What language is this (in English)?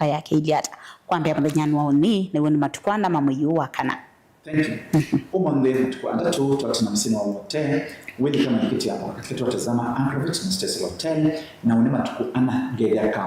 Kamba